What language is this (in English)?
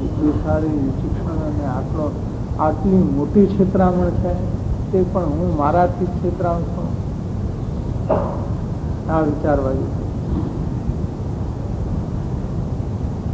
Gujarati